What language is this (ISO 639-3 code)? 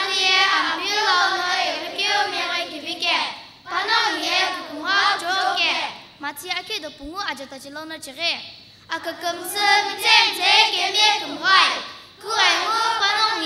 nsm